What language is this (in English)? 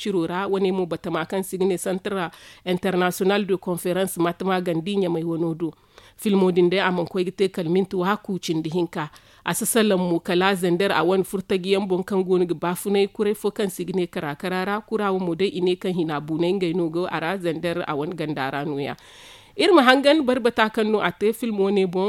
Zarma